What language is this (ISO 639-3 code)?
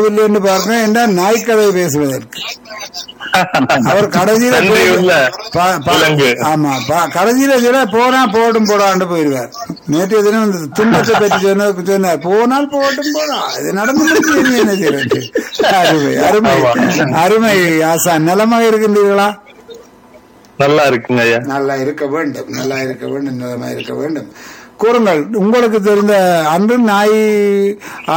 tam